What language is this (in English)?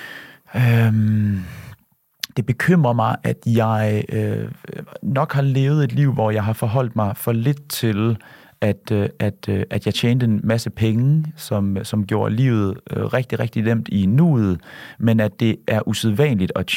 Danish